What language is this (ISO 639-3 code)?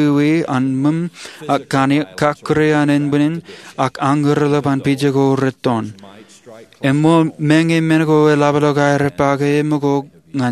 mah